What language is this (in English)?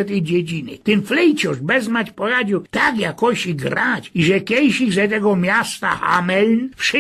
Silesian